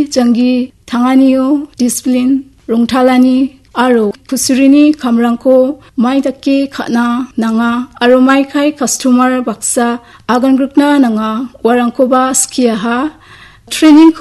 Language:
Garo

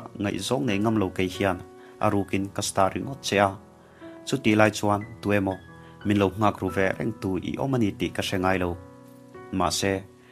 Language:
Mizo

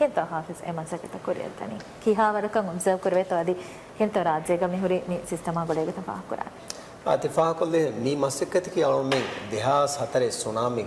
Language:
Divehi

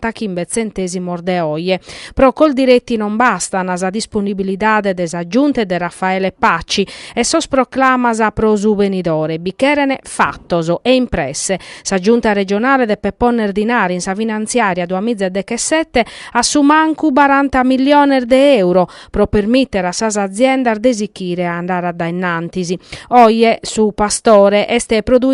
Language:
Sardinian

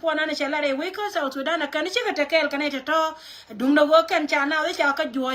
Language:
Nuer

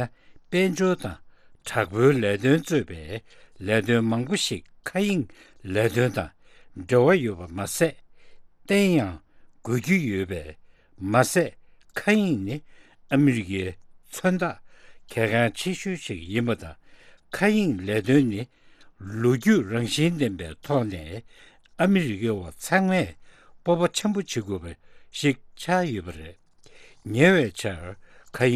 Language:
Tibetan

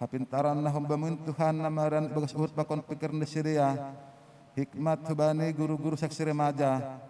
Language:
Batak Simalungun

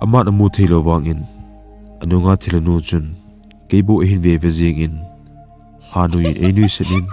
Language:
Thado Chin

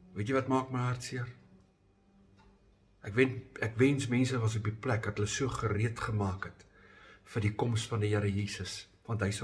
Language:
Afrikaans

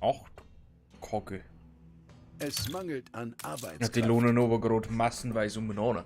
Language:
Bavarian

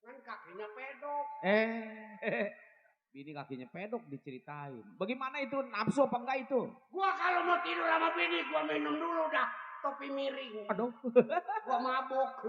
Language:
Betawi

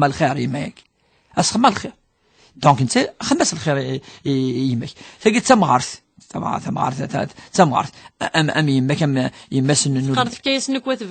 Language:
Kabyle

